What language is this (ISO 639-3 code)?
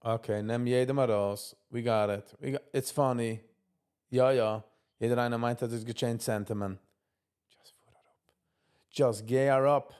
yid